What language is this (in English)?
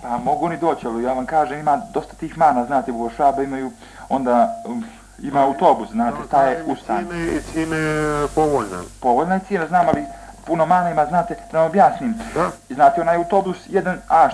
Bosnian